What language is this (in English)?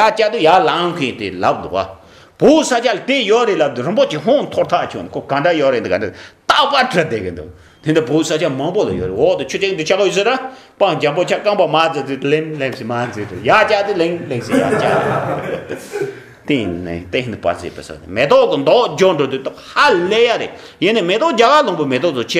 Tibetan